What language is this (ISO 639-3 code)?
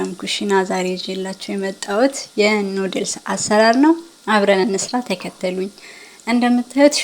amh